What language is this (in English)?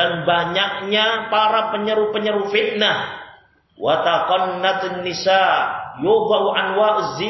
Indonesian